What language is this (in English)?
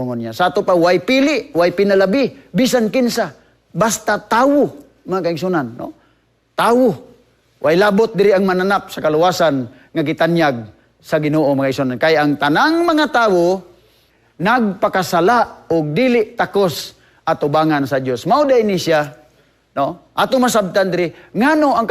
Cebuano